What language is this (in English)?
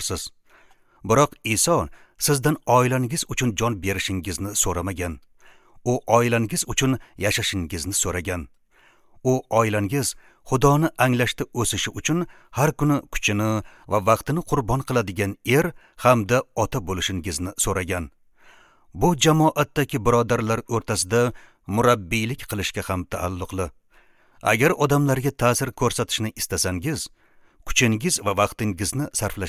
Uzbek